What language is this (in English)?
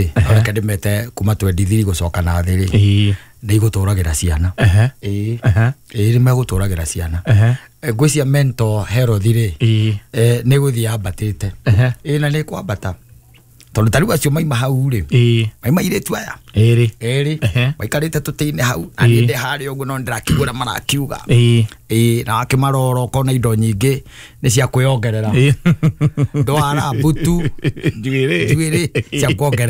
Kikuyu